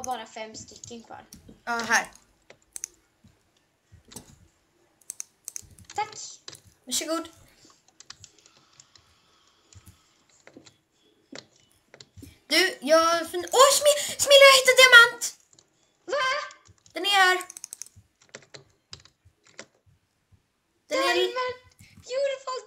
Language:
Swedish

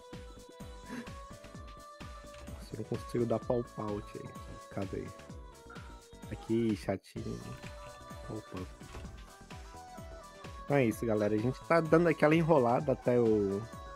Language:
Portuguese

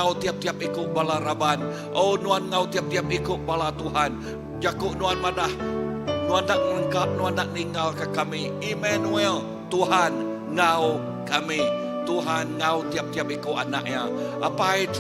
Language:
Iban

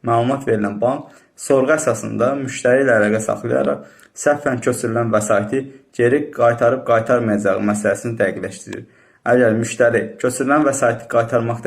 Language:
Azerbaijani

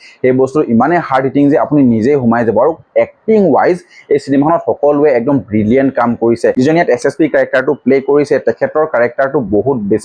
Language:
Assamese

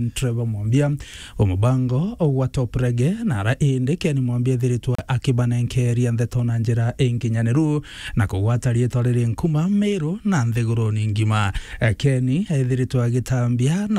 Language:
Meru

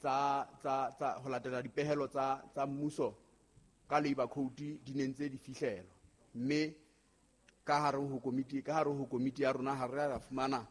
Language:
Southern Sotho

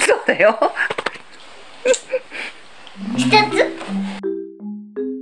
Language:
Japanese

